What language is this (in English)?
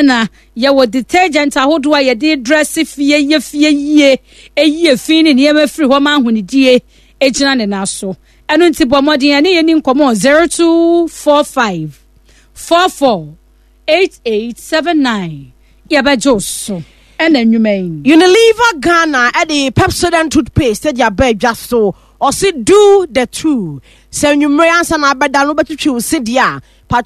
Akan